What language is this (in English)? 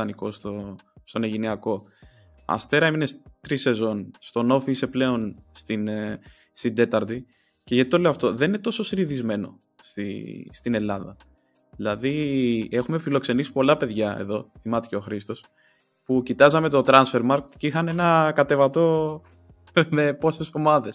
Greek